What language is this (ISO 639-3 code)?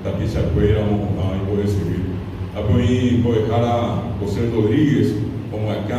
grn